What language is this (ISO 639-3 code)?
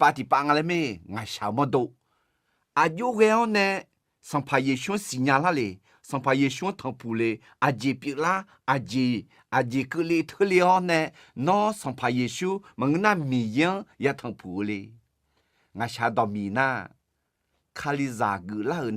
ahk